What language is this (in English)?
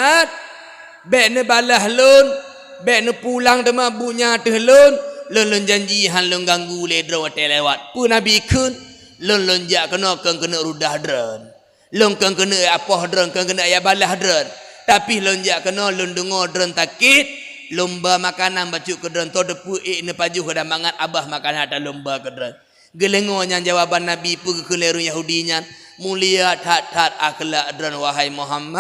Achinese